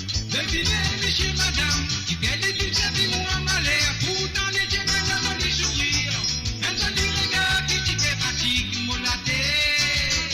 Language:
Morisyen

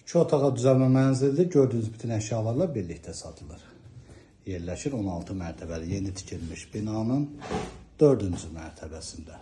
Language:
Azerbaijani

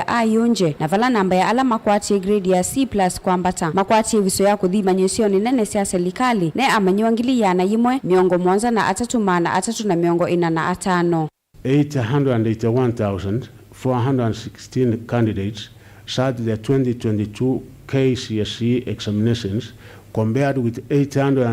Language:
Kamba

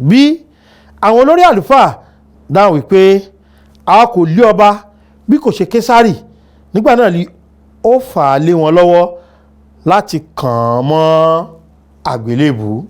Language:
Yoruba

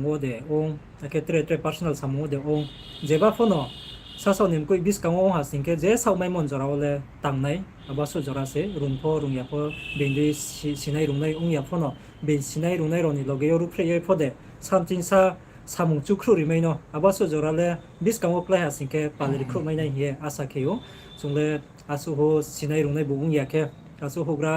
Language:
Riang (India)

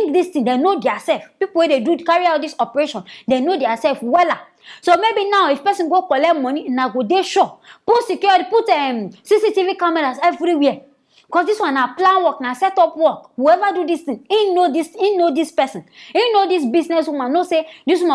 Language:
Nigerian Pidgin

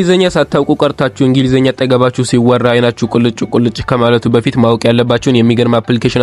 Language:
Amharic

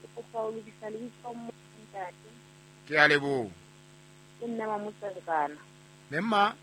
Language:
Southern Sotho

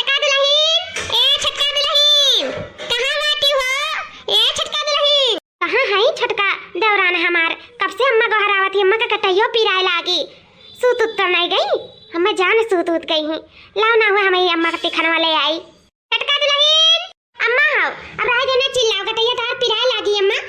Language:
Awadhi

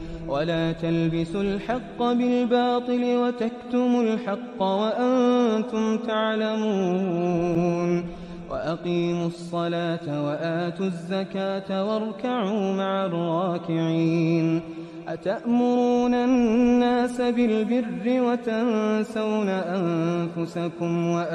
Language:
Arabic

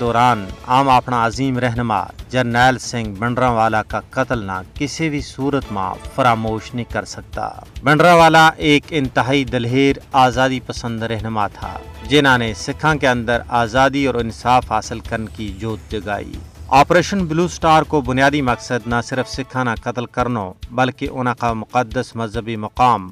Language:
Gujari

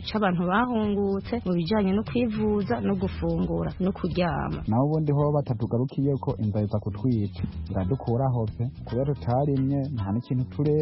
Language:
Kinyarwanda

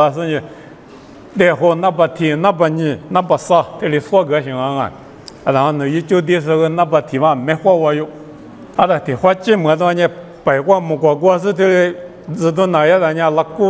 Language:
Lisu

